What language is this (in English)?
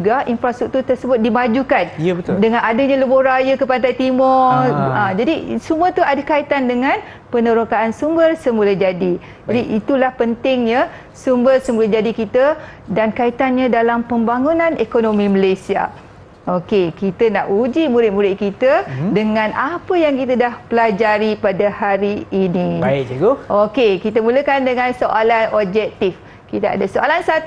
Malay